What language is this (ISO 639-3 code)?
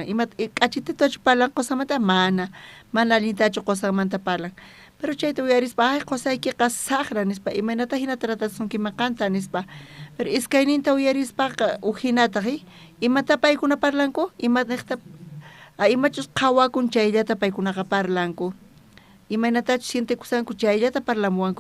quh